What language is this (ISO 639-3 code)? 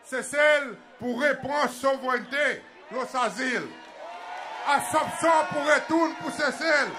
crs